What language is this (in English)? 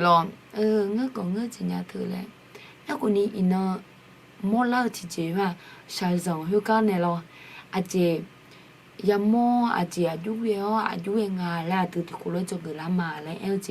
Akha